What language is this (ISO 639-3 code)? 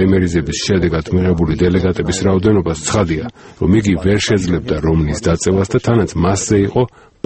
kat